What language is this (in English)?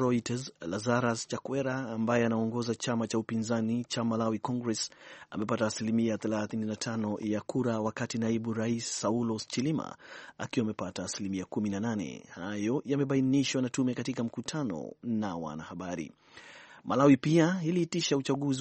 Swahili